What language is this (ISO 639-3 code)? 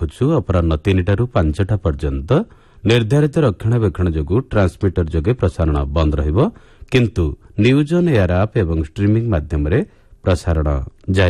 ori